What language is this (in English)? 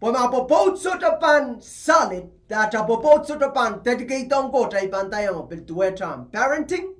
Pohnpeian